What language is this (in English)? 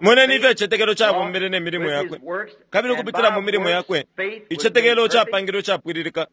Bemba